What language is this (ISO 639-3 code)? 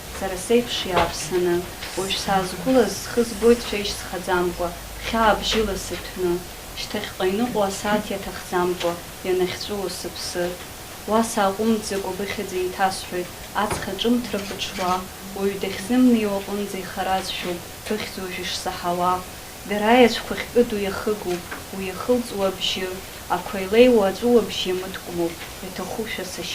abk